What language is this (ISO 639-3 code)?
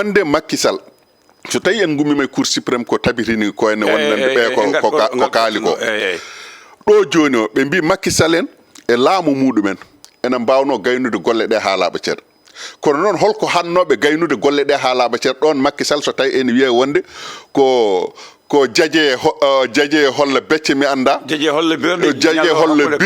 ful